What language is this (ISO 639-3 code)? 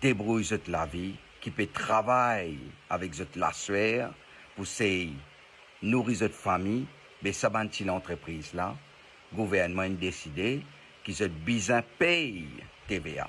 mfe